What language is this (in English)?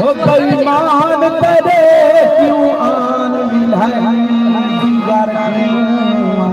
Saraiki